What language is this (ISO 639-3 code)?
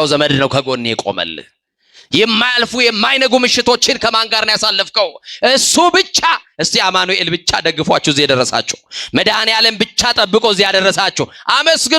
amh